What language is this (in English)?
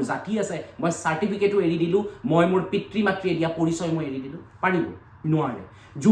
Assamese